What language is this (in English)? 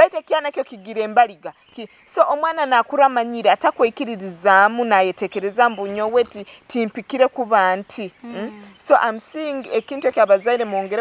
Nyoro